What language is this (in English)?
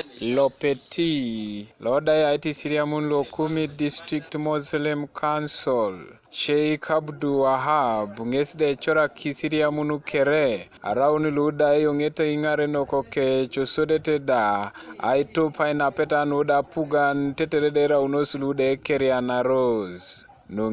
Teso